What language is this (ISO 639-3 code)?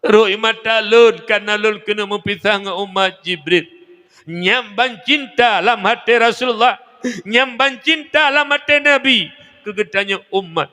ace